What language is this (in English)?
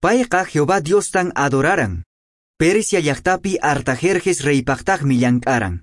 Quechua